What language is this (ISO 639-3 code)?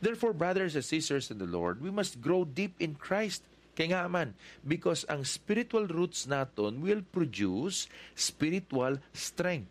hil